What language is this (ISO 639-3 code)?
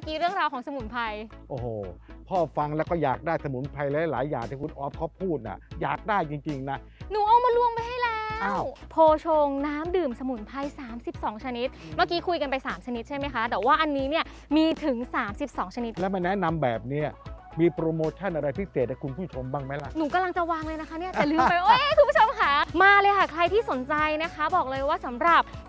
tha